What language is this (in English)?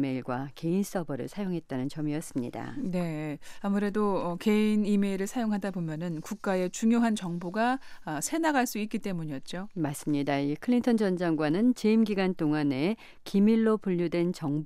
Korean